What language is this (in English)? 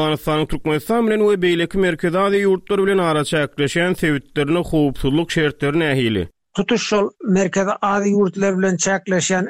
Turkmen